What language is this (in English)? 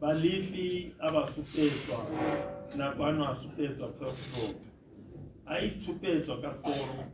Tswana